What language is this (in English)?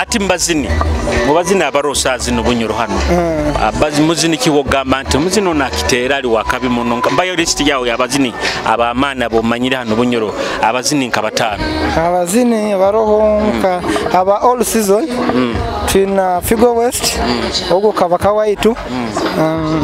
Nyoro